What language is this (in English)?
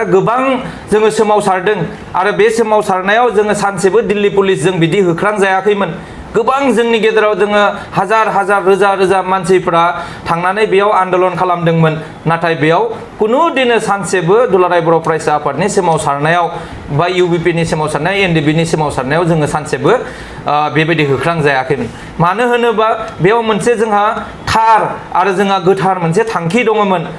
Bodo